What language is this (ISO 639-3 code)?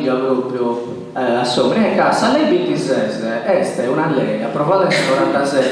srd